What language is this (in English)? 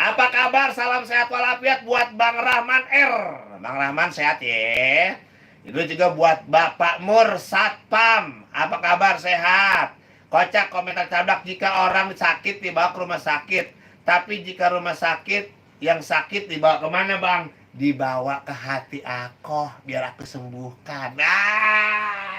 Betawi